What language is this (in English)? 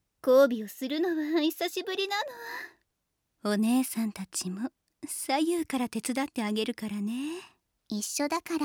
Japanese